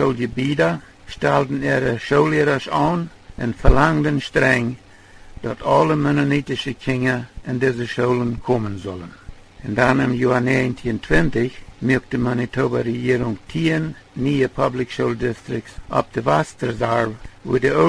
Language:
Plautdietsch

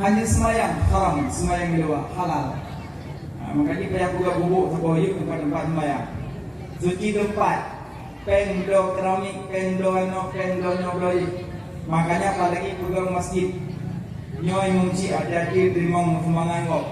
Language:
Achinese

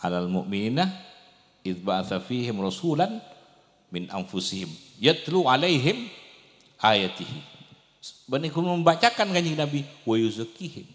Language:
Madurese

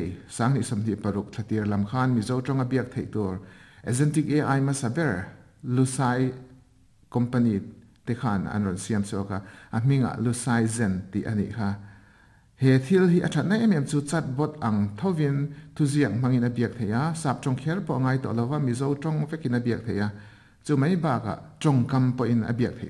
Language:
Mizo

